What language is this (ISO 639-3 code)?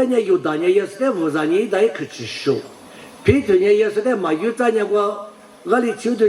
lis